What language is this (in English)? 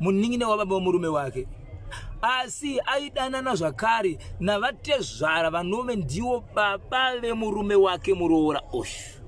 Shona